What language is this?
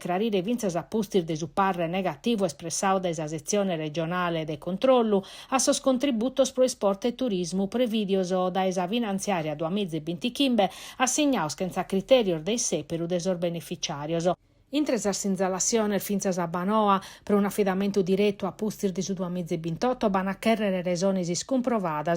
Sardinian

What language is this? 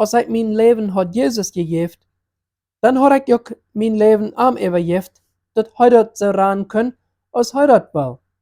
Plautdietsch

